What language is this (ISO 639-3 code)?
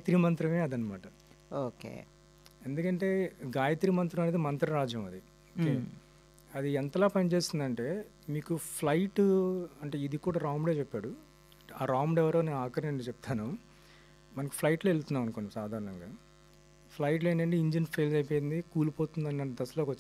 tel